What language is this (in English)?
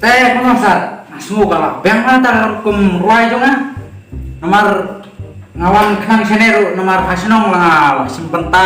Khasi